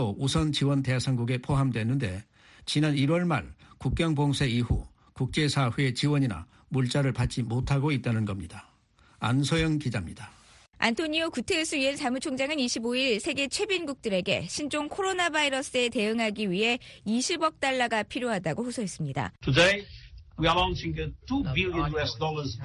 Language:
Korean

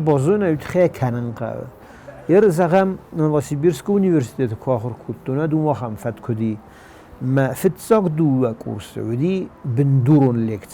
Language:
Ossetic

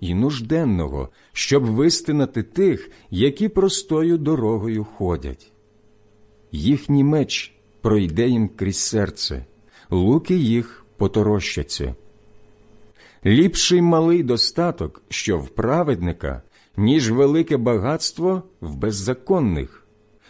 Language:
Ukrainian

